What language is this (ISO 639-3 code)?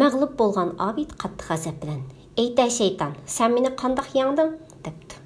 uig